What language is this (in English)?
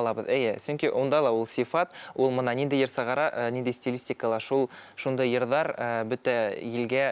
Bashkir